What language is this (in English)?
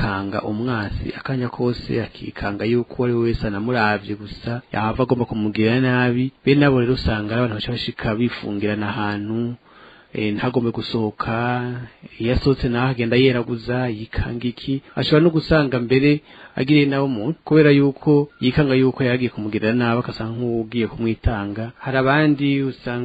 Rundi